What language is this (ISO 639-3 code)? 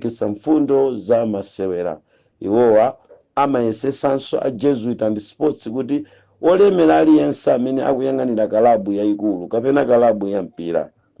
nya